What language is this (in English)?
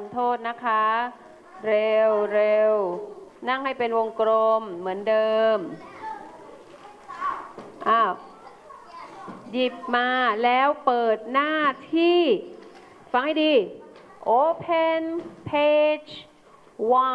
Thai